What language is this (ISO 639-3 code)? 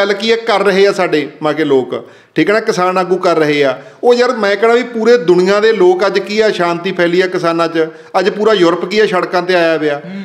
pan